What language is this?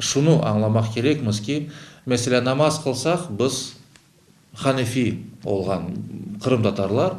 Crimean Tatar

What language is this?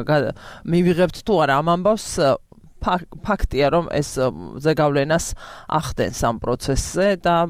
Georgian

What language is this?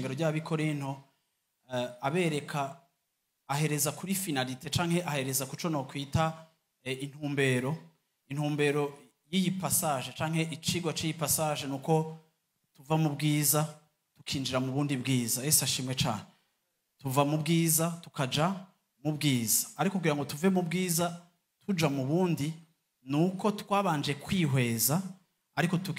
Rundi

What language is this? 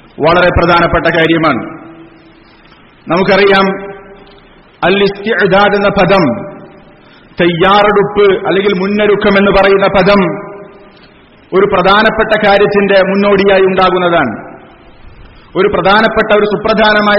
Malayalam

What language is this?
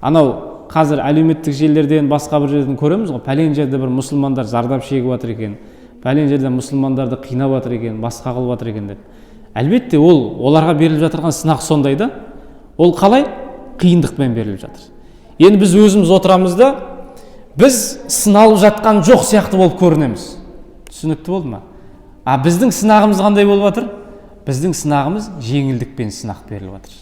Kazakh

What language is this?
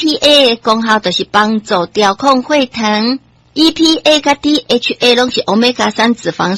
Min Nan Chinese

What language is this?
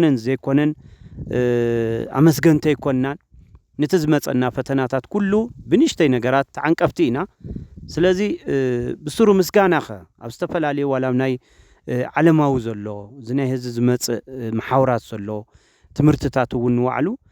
Tigrinya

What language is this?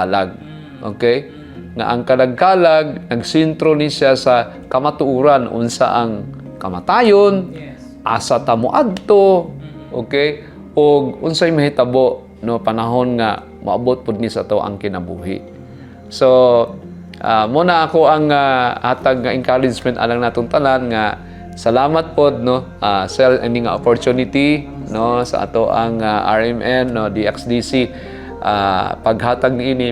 Cebuano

